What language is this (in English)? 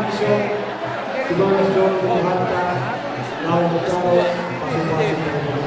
Batak Toba